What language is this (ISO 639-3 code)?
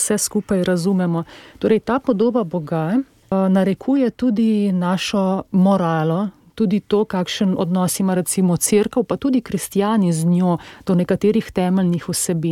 slv